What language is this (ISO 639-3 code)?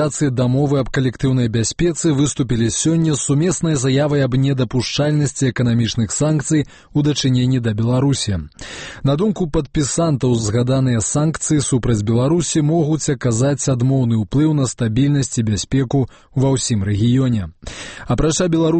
bel